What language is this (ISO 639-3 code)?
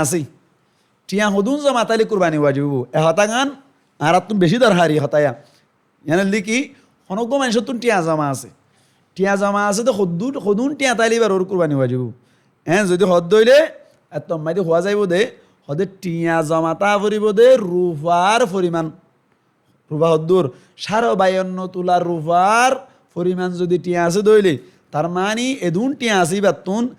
rhg